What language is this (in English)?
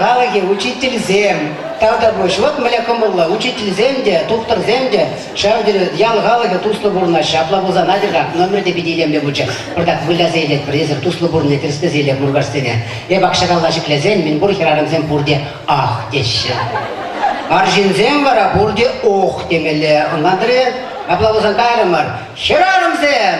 Chuvash